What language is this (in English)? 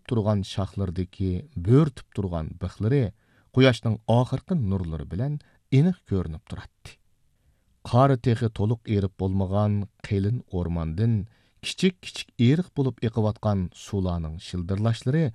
Uyghur